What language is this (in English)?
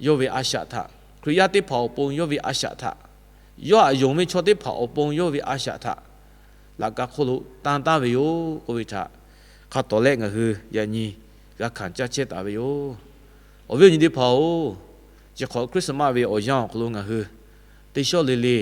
Lahu